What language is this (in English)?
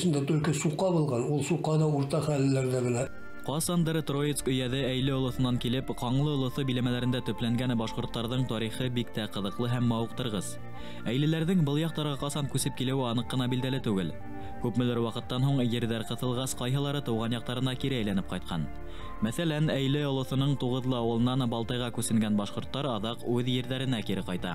Bashkir